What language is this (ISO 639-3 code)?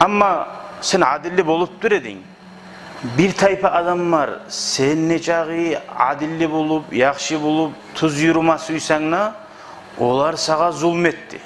kum